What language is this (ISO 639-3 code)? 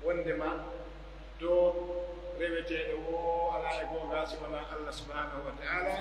fuf